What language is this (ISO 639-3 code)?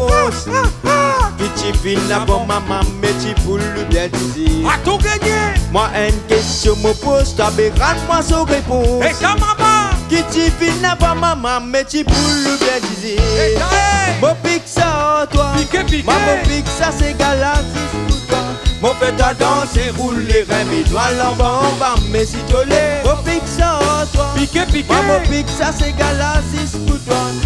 rcf